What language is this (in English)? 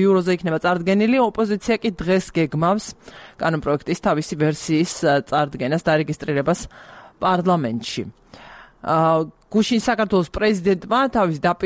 Georgian